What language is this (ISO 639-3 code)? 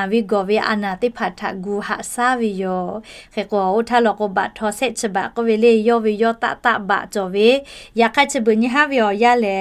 lhu